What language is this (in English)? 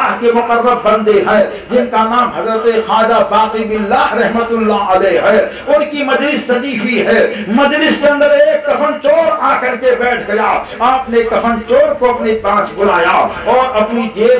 Urdu